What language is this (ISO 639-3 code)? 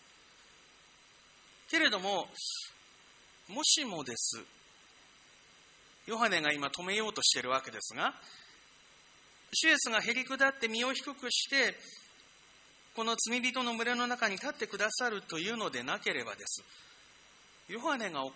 jpn